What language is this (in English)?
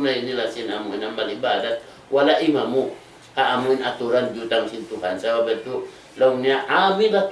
Tausug